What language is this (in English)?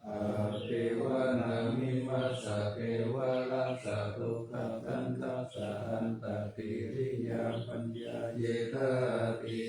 Pali